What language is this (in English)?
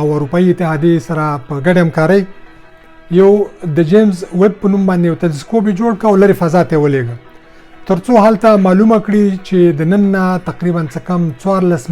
Pashto